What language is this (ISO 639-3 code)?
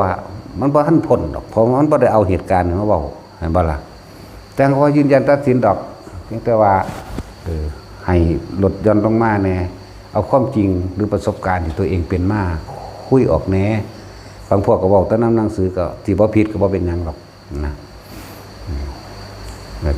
lao